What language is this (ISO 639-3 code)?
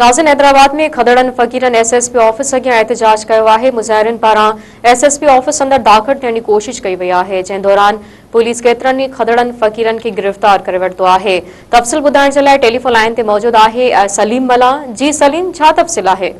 snd